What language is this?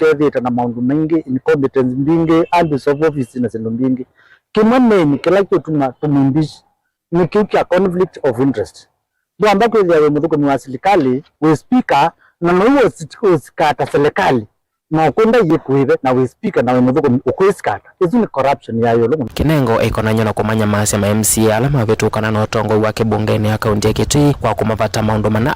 Kamba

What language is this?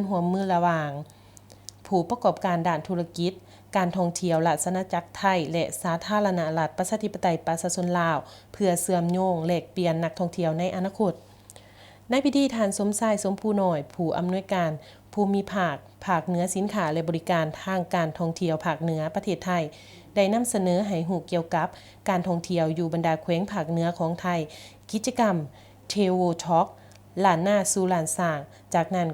Lao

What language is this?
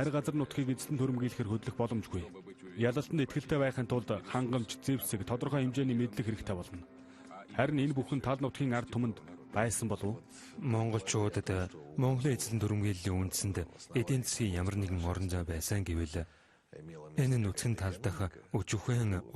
Mongolian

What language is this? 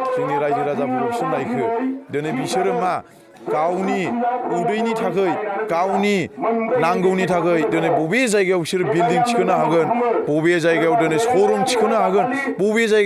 Bodo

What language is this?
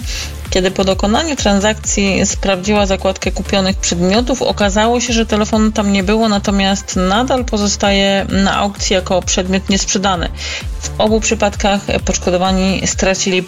Polish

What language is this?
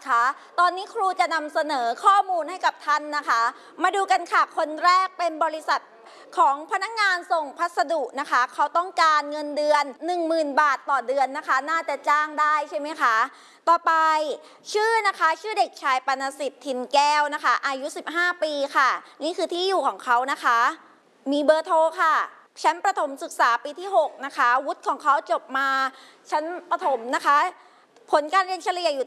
Thai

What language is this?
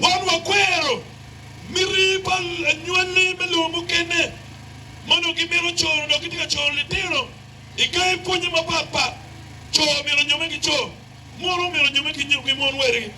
Acoli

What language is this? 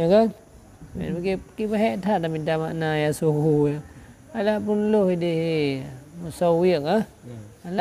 Achinese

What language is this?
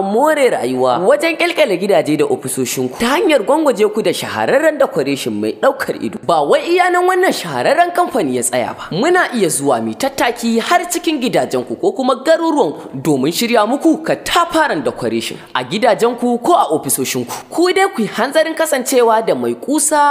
Hausa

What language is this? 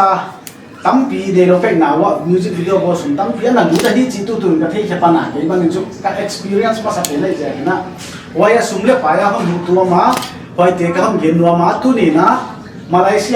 Paite Chin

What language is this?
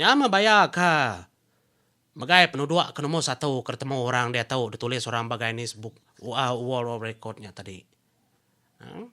Iban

